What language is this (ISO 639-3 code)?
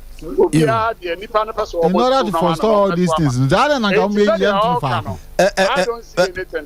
aka